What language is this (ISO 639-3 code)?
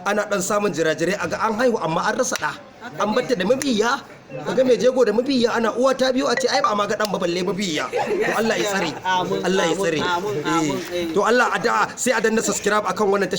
hau